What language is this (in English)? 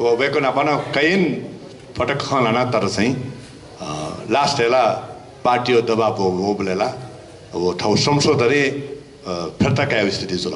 Newari